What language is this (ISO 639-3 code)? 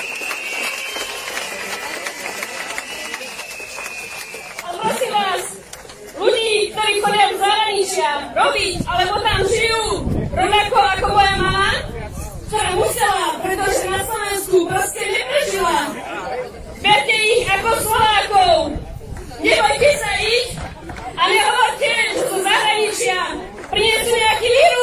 slk